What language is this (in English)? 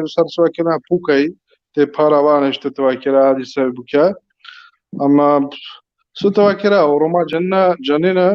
Balkan Romani